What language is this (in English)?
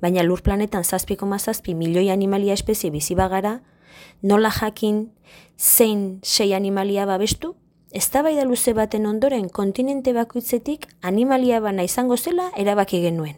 Basque